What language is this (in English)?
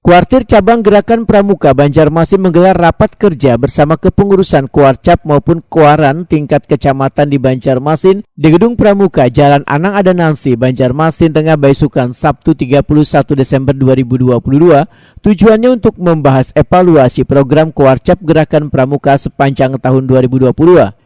Banjar